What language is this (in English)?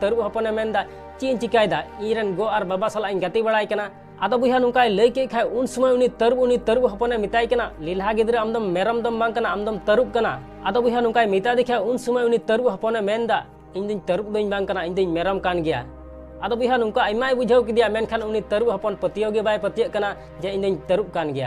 Santali